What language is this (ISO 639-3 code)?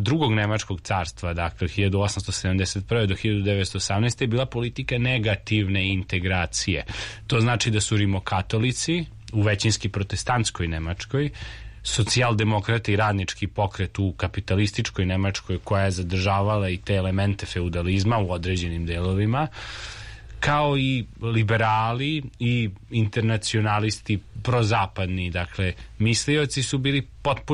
srp